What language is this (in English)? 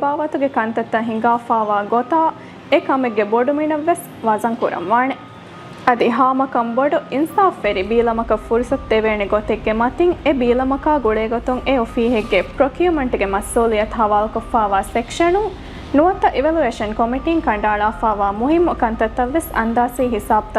Divehi